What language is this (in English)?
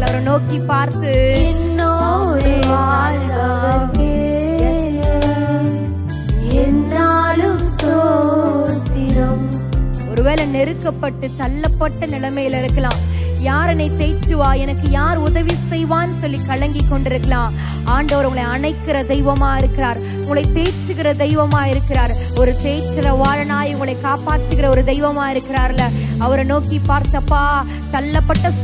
Tamil